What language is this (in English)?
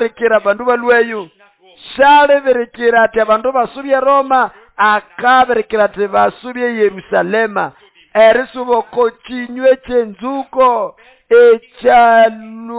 Nande